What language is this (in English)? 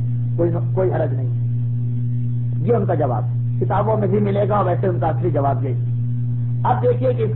Urdu